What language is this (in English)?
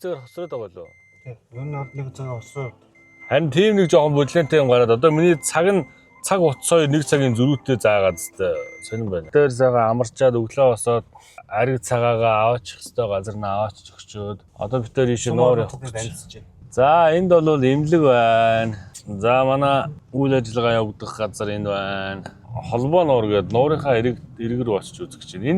Mongolian